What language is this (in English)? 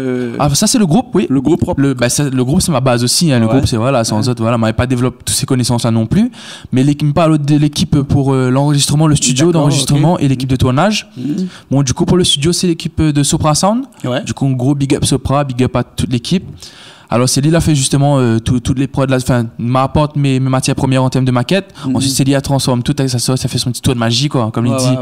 Réunion Creole French